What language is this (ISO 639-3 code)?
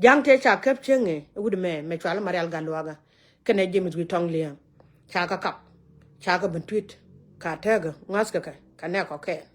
nus